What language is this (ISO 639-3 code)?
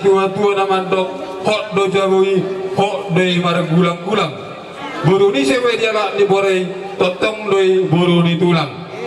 bbc